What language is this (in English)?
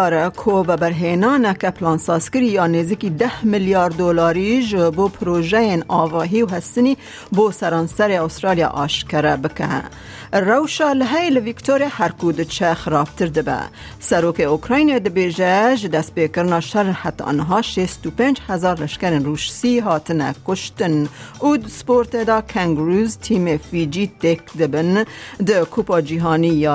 Kurdish